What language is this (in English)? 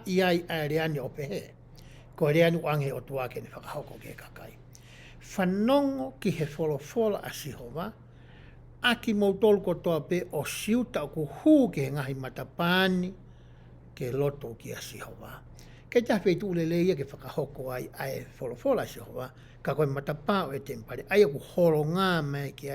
Tongan